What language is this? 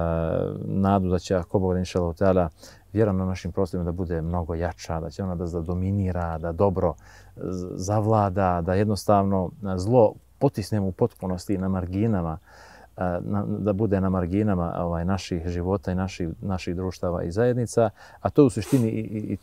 Bosnian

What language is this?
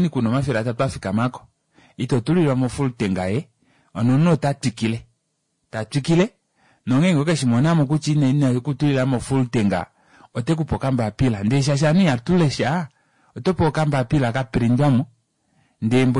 Kuanyama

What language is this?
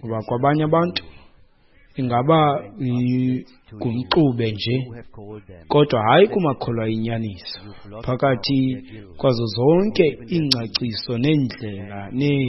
Xhosa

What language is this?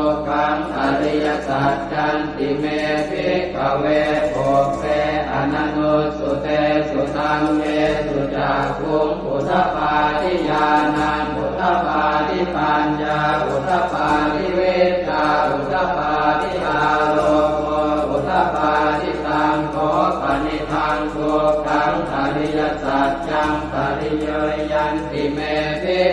Pali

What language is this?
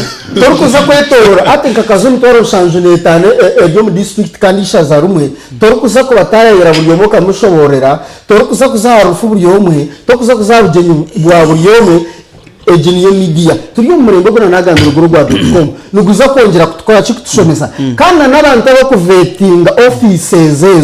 Nyankole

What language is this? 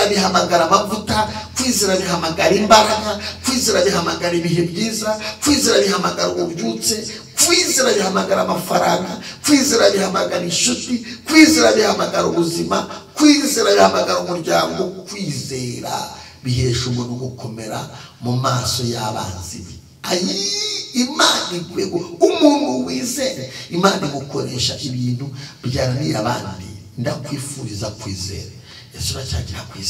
Kinyarwanda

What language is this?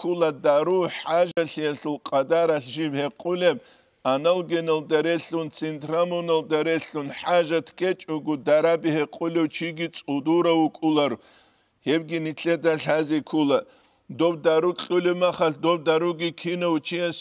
Avaric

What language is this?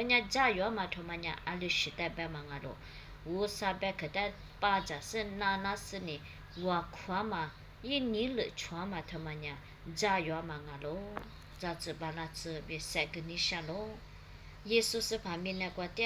Lisu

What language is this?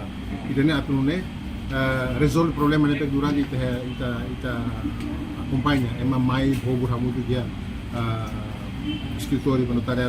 Tetum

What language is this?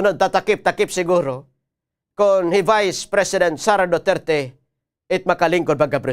Waray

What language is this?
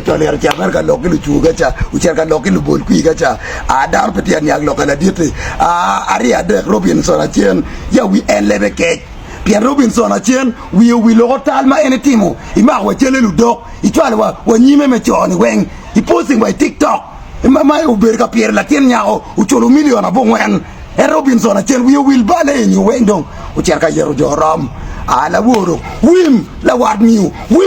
Acoli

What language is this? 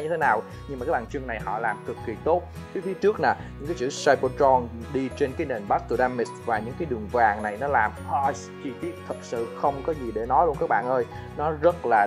Vietnamese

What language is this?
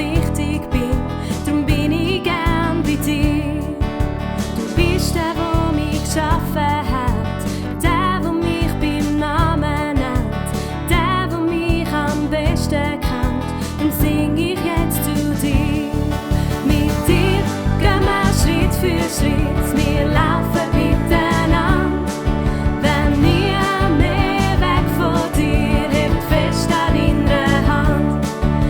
Swiss German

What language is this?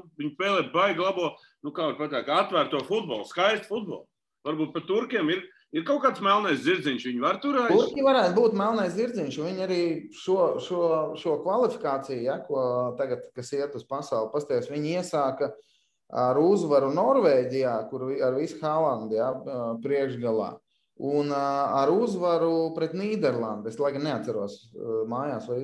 Latvian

